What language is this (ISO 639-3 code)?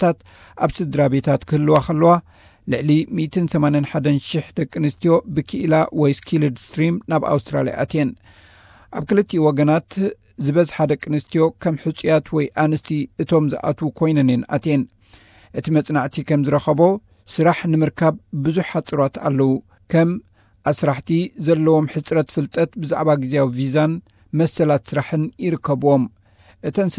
tir